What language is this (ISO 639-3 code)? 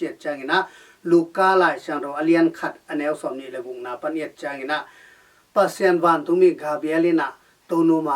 ctd